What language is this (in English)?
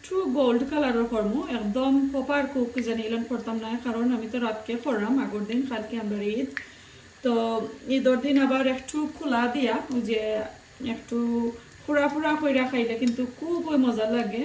Sylheti